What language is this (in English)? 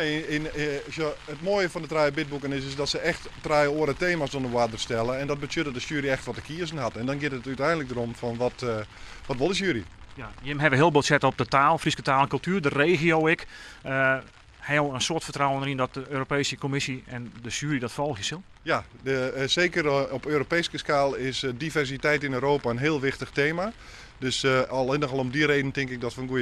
Western Frisian